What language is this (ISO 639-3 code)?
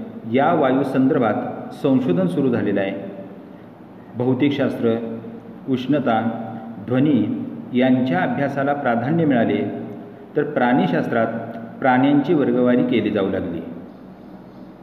mar